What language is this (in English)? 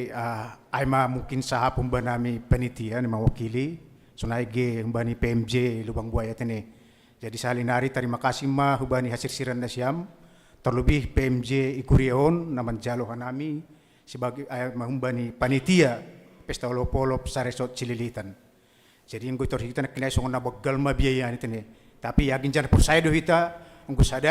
Batak Simalungun